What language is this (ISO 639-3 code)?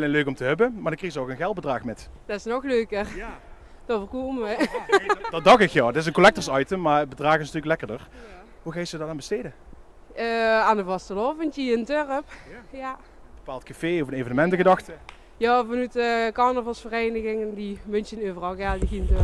lim